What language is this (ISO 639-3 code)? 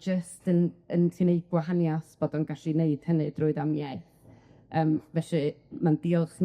cym